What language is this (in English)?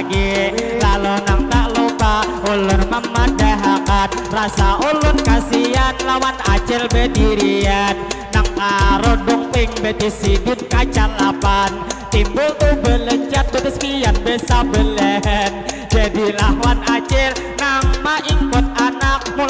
Banjar